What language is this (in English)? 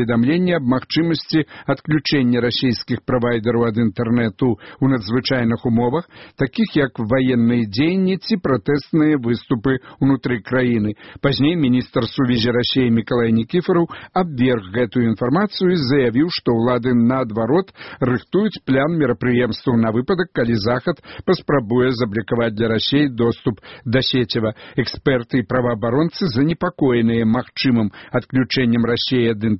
Belarusian